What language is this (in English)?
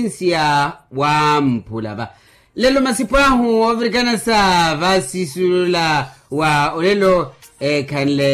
Makhuwa